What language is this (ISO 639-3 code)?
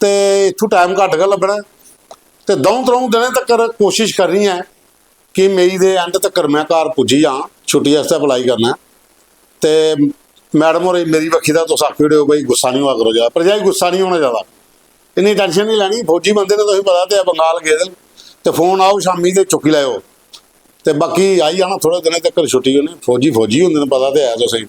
doi